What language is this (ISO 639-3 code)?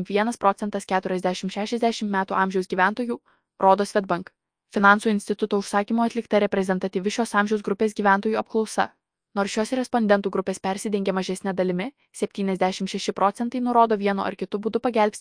lit